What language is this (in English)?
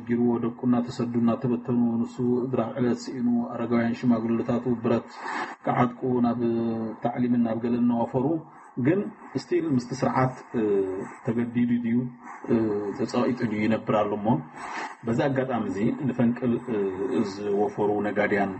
Tigrinya